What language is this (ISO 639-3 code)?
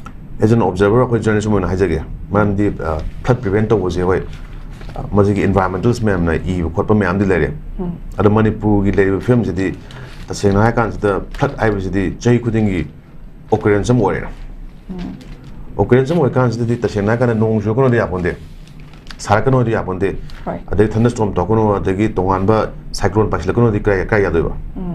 mni